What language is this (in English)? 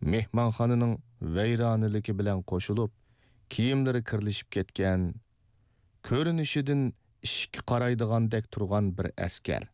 Uyghur